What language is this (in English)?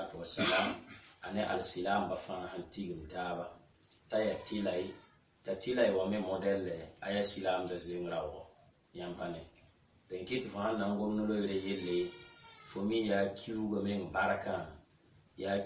Mossi